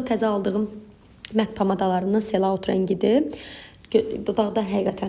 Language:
Azerbaijani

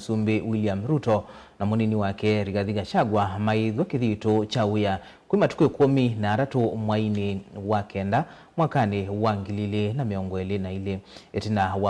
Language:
Kamba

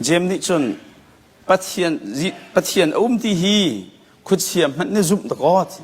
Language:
Hakha Chin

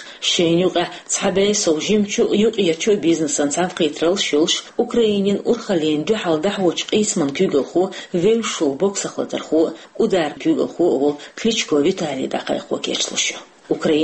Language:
Chechen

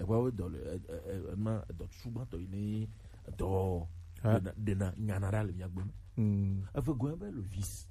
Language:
Gen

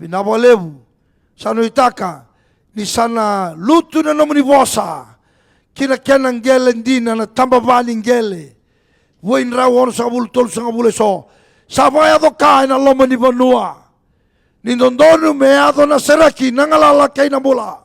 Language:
Fijian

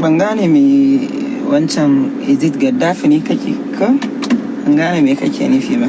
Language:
Hausa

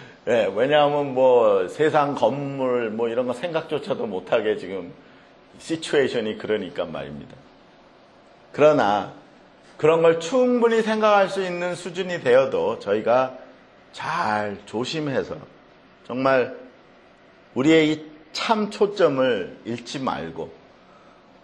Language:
Korean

